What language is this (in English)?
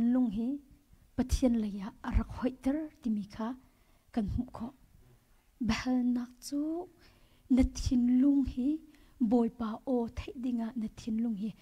Hakha Chin